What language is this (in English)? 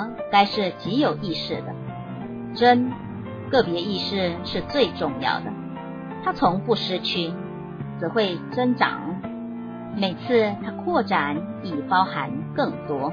Chinese